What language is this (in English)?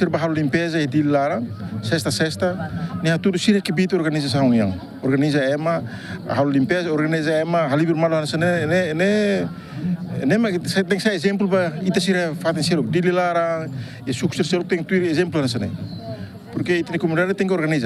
Tetum